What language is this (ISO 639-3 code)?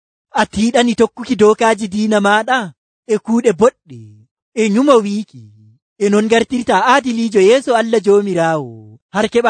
fuv